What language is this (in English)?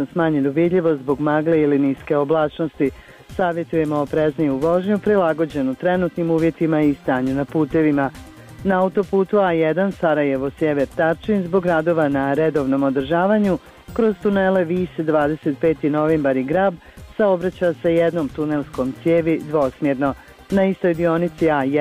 Bosnian